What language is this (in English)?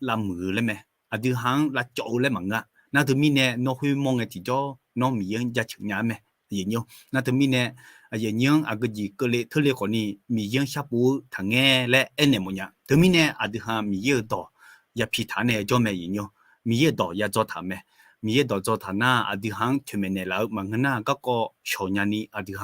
Akha